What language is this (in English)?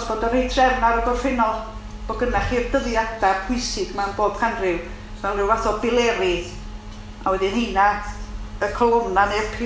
Welsh